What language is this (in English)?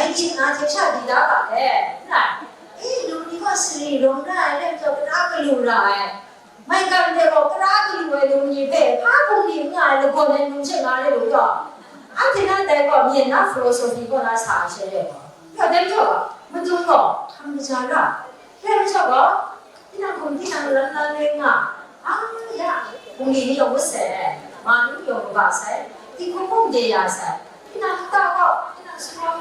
Kachin